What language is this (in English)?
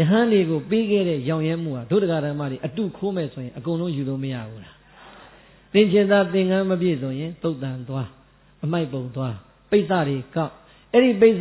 Burmese